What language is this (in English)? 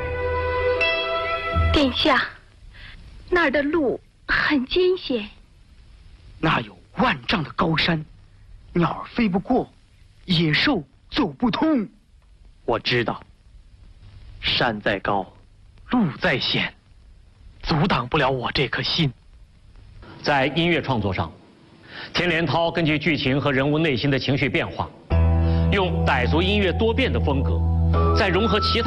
Chinese